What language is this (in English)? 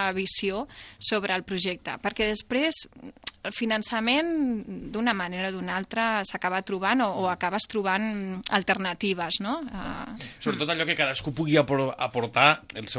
Catalan